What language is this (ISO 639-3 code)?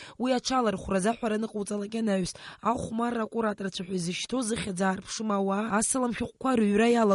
abk